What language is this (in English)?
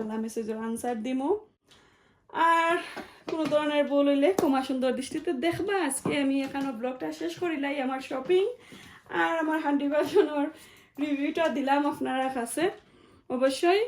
Sylheti